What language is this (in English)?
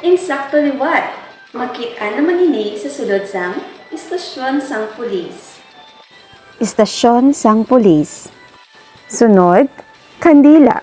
Hiligaynon